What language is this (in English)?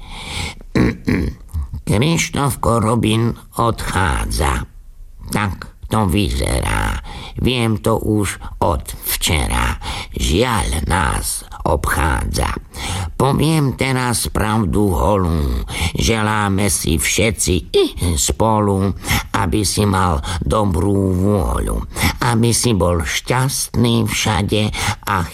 Slovak